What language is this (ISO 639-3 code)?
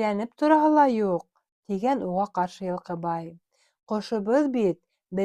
bak